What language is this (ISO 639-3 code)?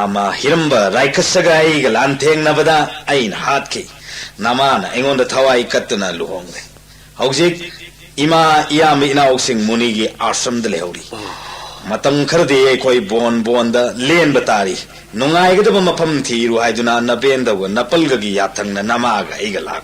mni